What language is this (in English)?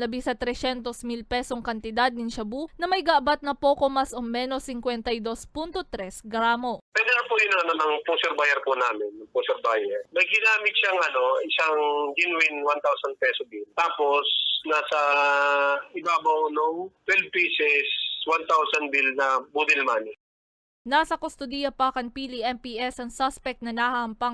Bikol